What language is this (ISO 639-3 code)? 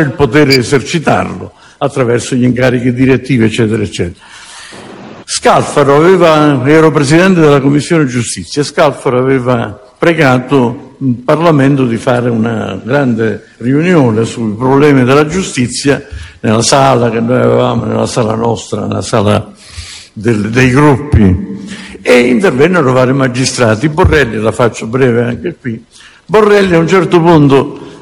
ita